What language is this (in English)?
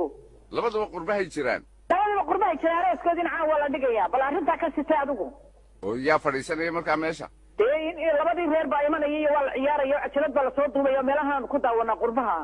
Somali